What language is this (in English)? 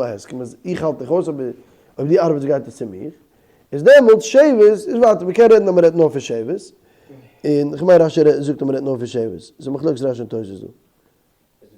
Yiddish